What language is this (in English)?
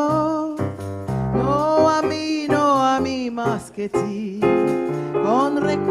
Ladino